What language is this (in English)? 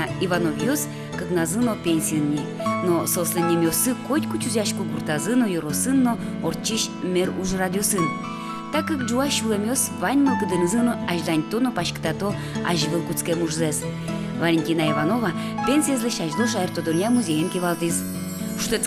Udmurt